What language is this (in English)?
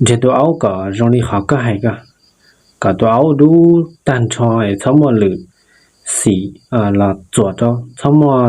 Hmong